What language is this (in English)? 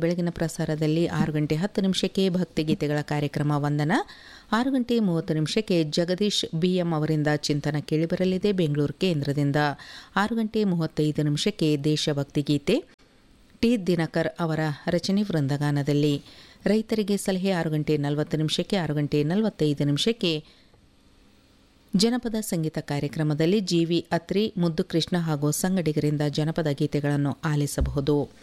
Kannada